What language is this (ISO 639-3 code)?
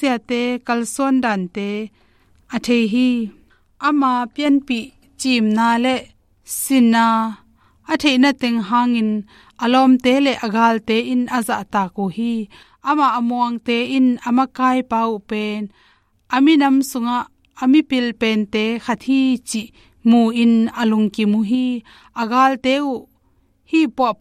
ctd